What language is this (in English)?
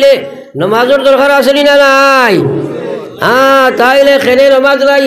Sylheti